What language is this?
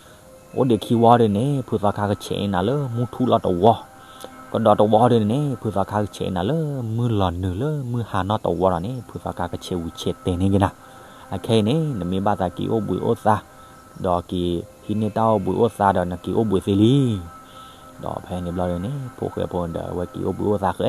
S'gaw Karen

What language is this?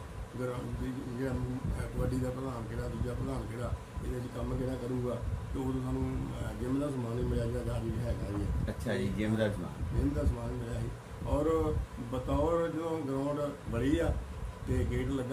Punjabi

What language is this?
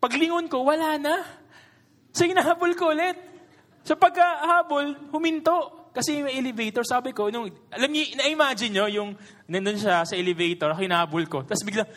Filipino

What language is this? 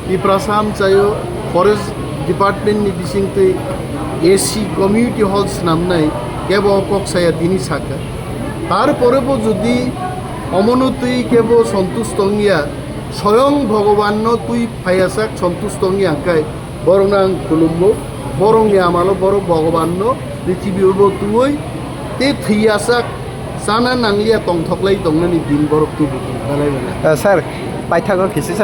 Kok Borok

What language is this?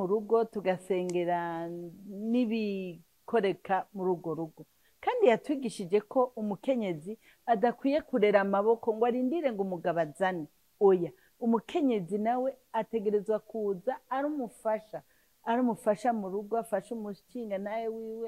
Rundi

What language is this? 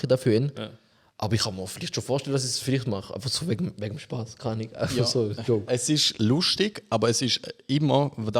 Swiss German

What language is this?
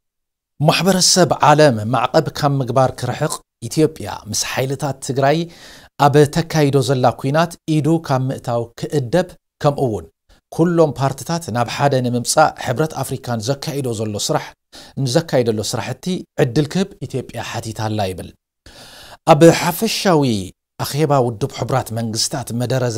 Tigrinya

